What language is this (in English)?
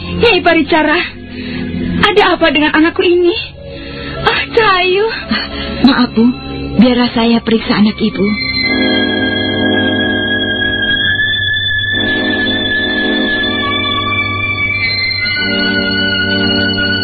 Indonesian